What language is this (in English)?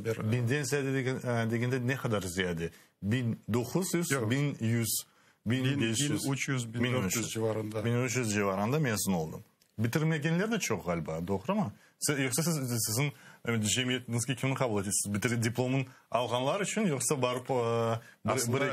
Crimean Tatar